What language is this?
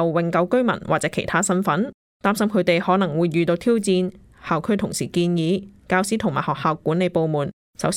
Cantonese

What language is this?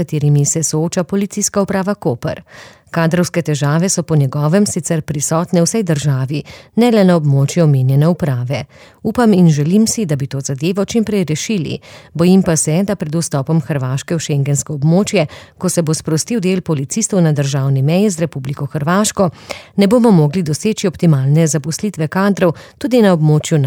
Slovenian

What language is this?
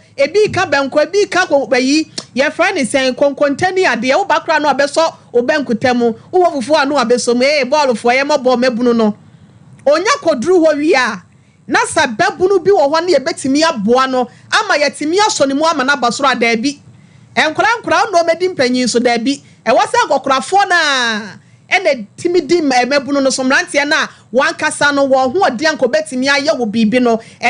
Akan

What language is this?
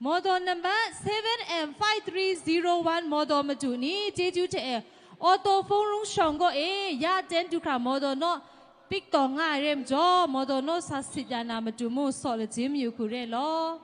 Kachin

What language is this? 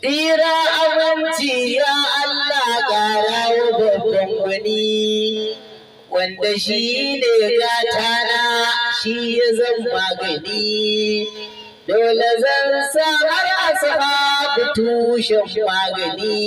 Hausa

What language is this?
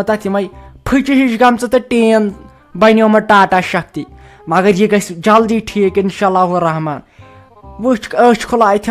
Kashmiri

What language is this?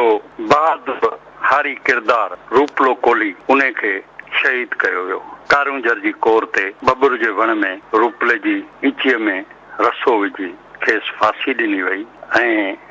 Sindhi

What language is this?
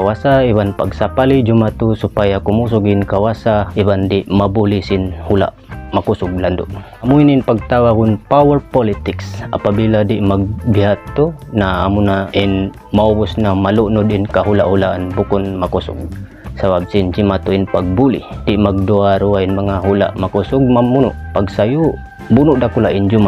Tausug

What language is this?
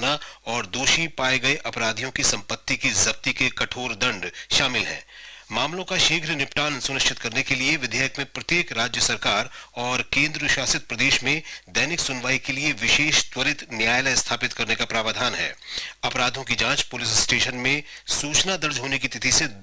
Hindi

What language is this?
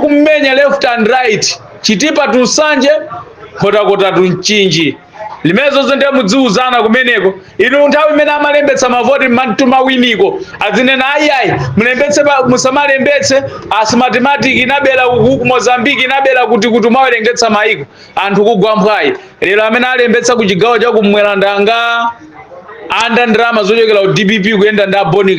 Nyanja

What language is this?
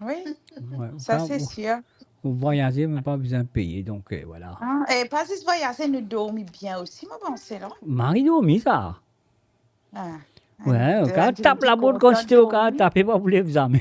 Morisyen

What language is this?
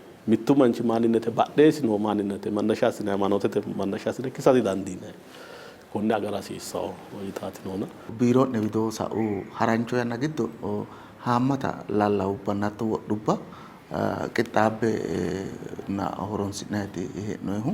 Sidamo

